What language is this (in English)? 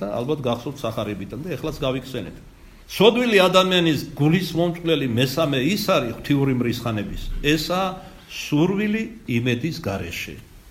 Georgian